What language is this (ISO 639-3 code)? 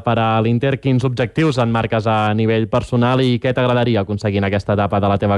cat